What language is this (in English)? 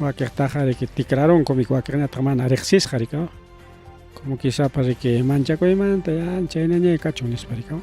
Ayacucho Quechua